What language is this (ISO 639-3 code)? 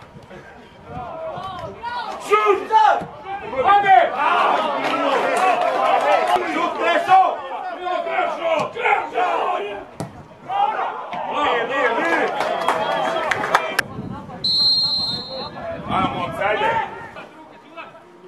hrv